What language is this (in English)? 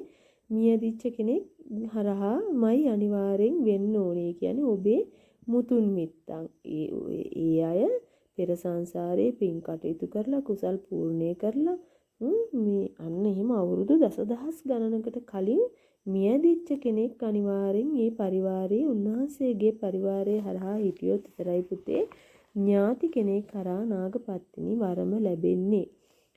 Sinhala